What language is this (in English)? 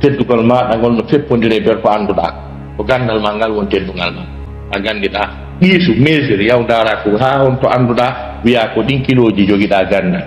Fula